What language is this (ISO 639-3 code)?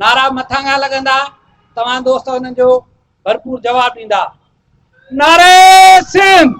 snd